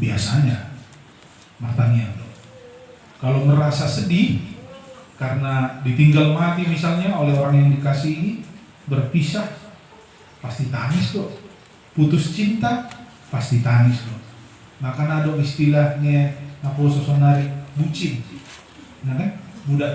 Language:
Batak Toba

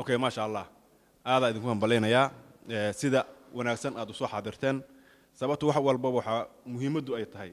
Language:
Somali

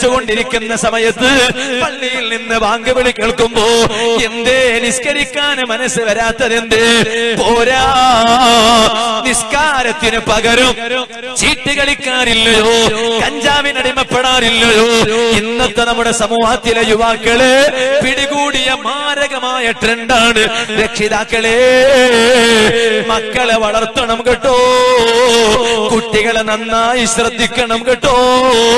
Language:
Malayalam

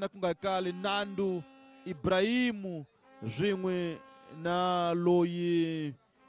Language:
Tsonga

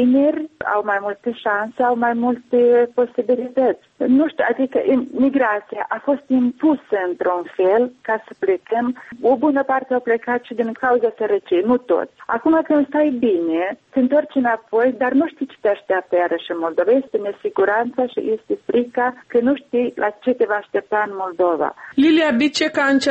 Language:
Romanian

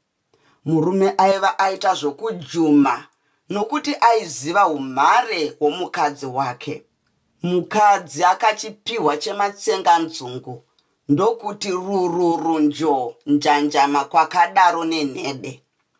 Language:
Shona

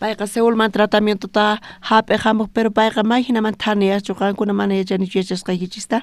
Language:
South Bolivian Quechua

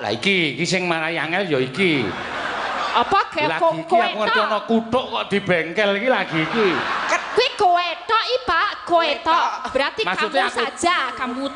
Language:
Javanese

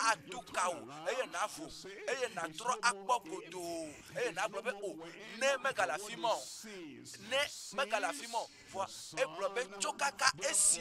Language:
Ewe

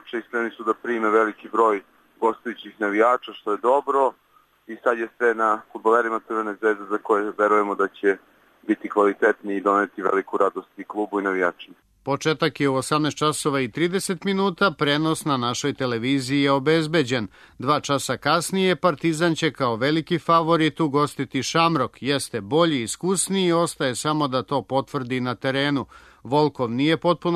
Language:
Serbian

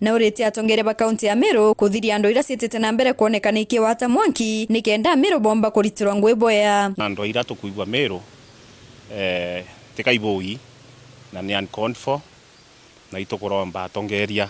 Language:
Meru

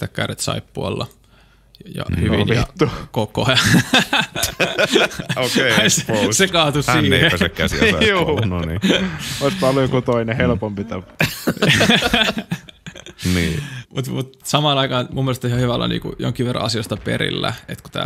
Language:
Finnish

